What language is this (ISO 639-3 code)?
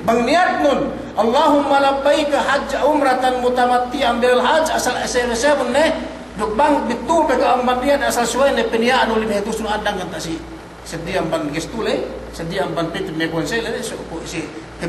yka